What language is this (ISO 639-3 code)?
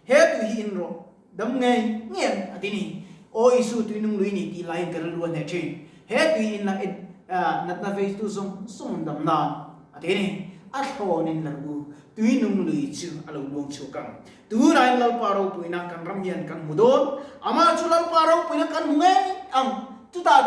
lus